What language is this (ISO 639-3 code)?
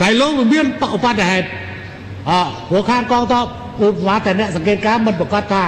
khm